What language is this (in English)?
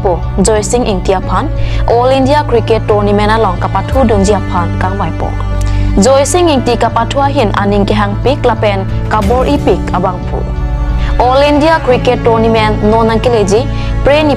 Karbi